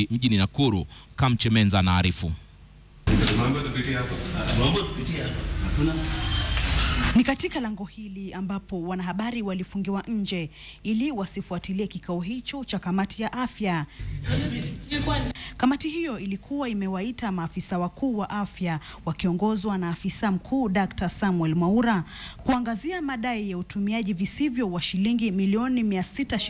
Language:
Swahili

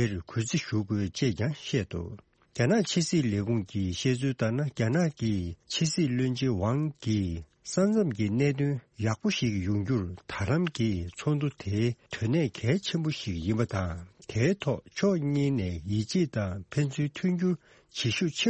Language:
Tibetan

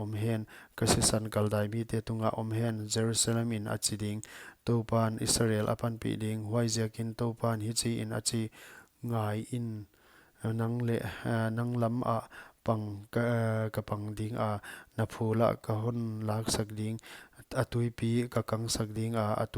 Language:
Paite Chin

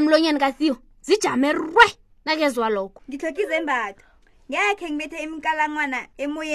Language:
South Ndebele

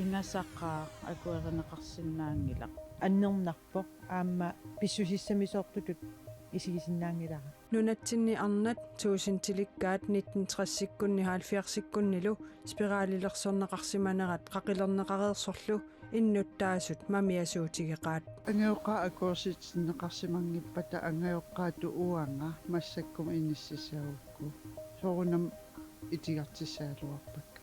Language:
Kalaallisut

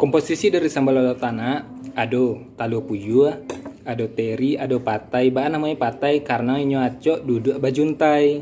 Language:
Minangkabau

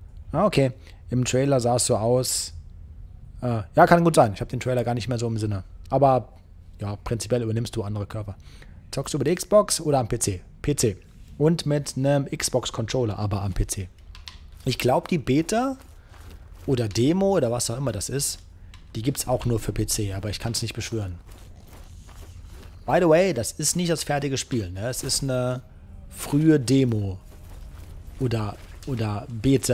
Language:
German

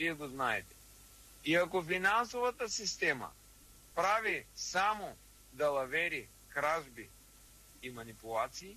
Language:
Bulgarian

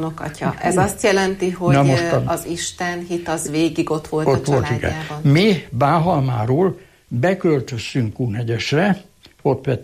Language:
Hungarian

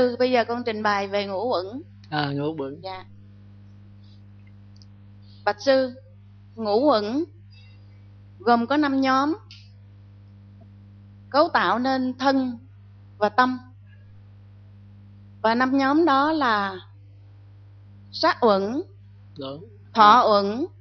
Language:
Vietnamese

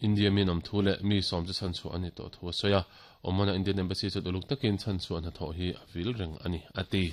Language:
Mizo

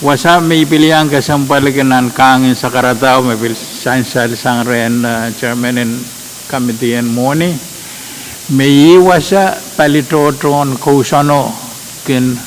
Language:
Pohnpeian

